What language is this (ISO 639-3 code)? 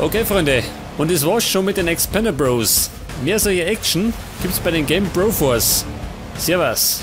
bar